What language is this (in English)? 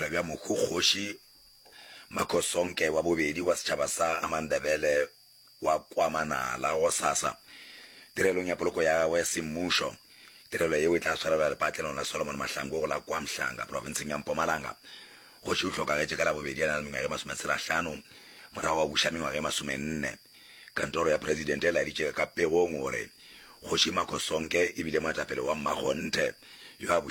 Northern Sotho